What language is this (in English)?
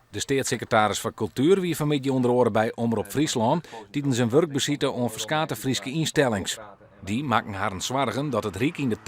Western Frisian